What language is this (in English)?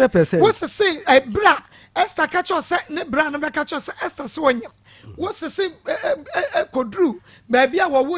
Akan